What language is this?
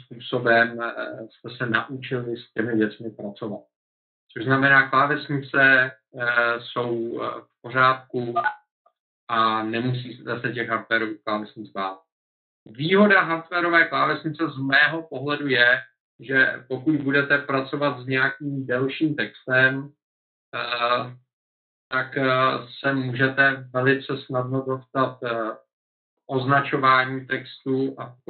Czech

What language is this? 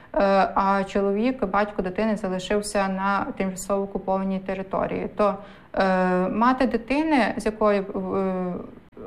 Ukrainian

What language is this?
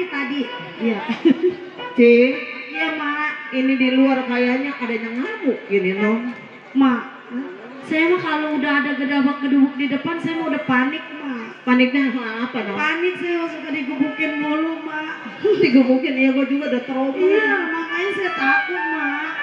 Betawi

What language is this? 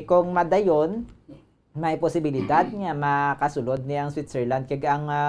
Hiligaynon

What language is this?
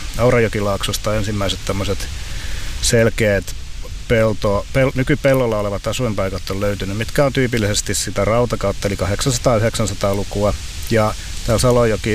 Finnish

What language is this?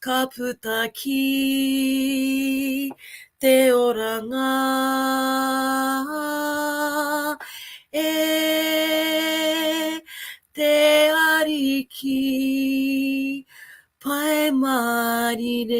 Māori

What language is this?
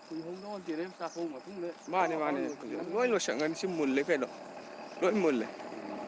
Manipuri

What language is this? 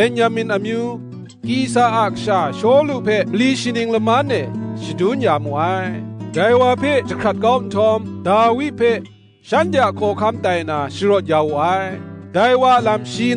Kachin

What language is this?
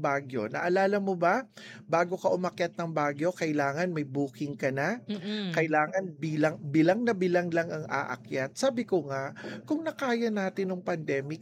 Filipino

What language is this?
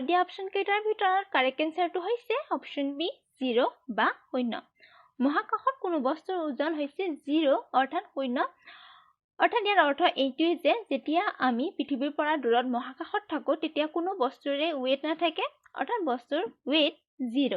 Assamese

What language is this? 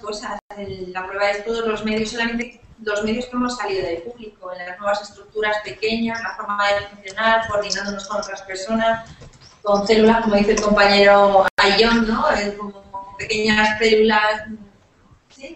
Spanish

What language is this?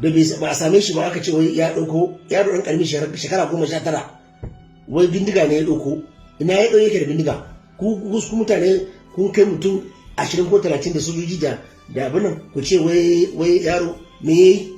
Hausa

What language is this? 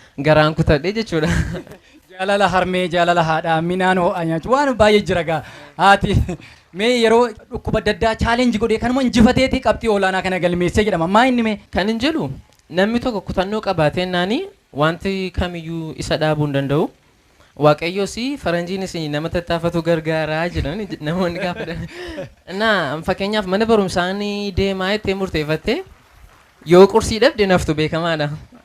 Oromo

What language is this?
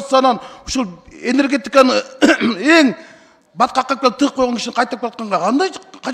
Kyrgyz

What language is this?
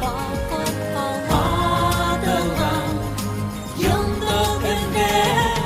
Bashkir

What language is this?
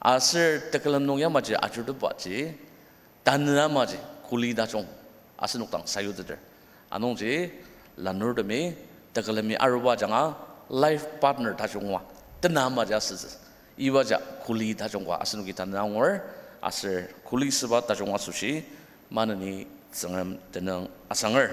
Ao Naga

